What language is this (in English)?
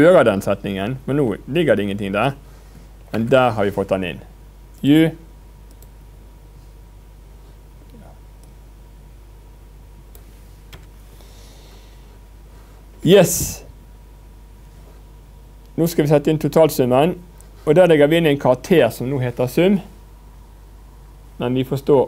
Norwegian